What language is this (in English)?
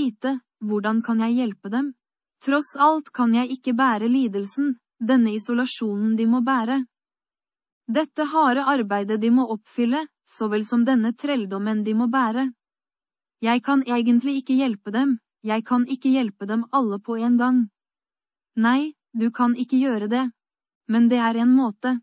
Norwegian